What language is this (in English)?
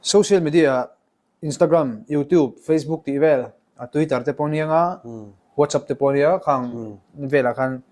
Mizo